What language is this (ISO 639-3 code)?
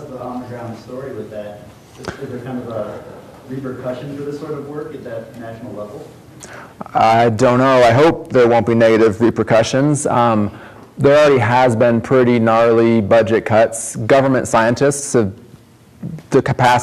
eng